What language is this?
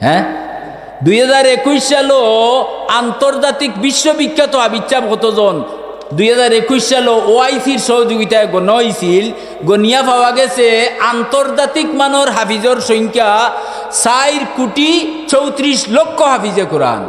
Sylheti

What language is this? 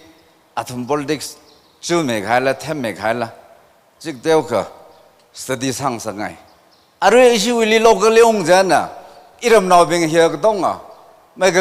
Tangkhul Naga (India)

